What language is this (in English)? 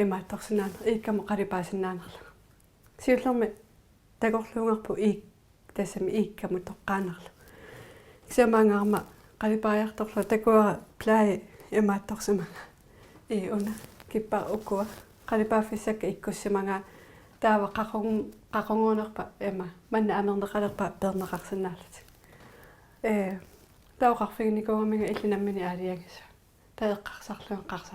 Kalaallisut